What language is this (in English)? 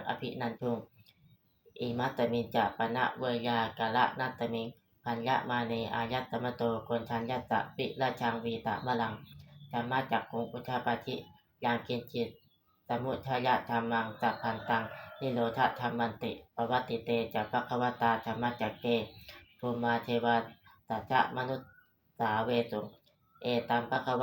Pali